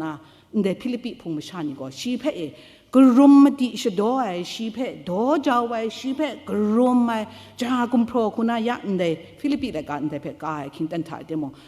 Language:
Kachin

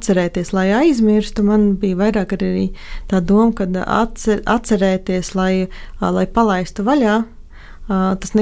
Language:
Latvian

